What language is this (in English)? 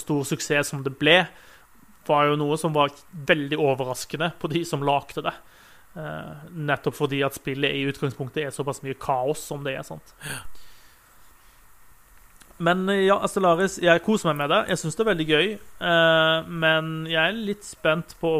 Norwegian